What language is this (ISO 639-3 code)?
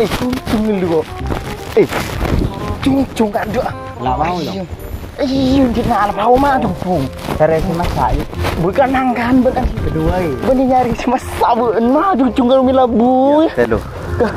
mad